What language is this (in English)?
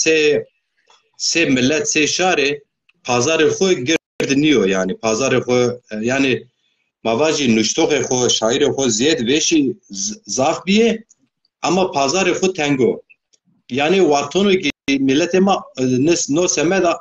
Zaza